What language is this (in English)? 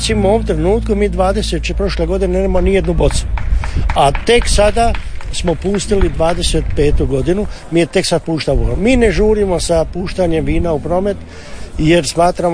Croatian